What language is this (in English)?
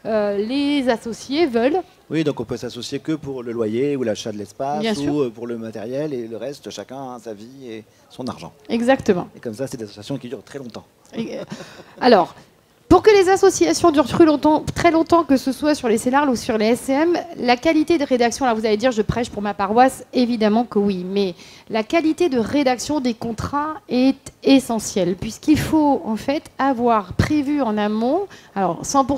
French